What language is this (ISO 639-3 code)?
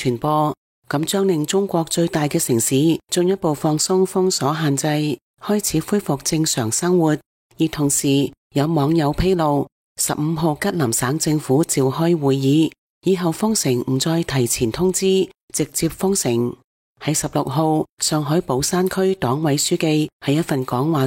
yue